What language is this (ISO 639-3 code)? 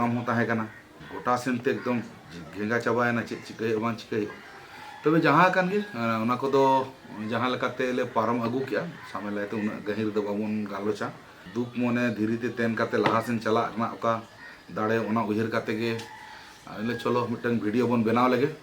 sat